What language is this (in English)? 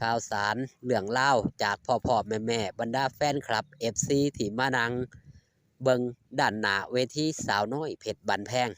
Northeastern Thai